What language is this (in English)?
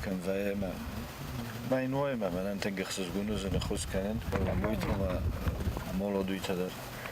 Ossetic